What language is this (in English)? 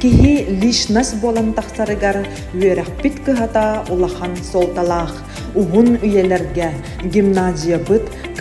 Yakut